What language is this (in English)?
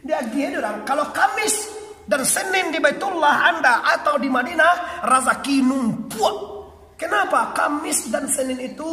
Minangkabau